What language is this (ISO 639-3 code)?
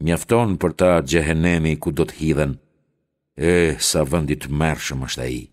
sqi